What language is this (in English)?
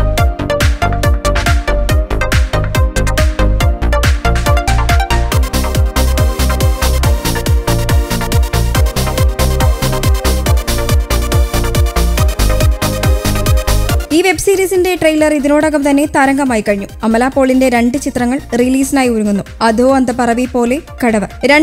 Malayalam